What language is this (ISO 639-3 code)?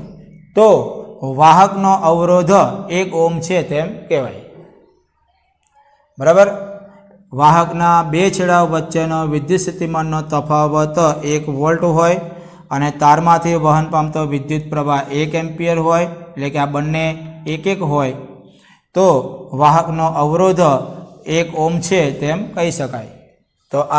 guj